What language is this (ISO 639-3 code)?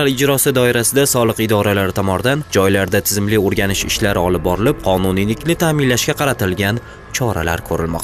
uzb